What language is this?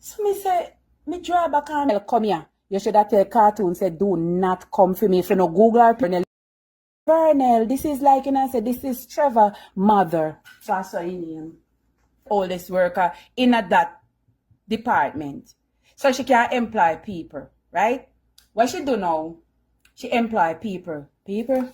Jamaican Creole English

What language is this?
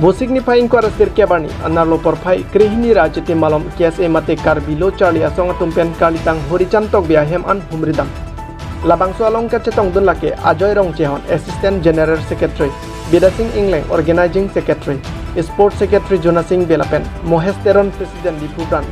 Karbi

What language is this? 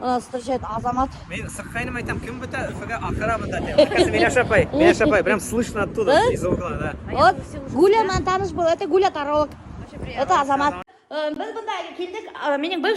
Bashkir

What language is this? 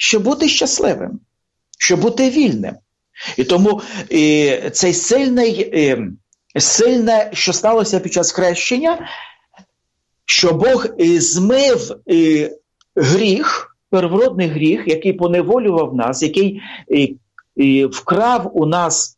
Ukrainian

